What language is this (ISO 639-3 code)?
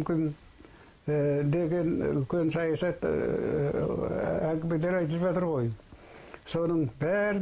kaz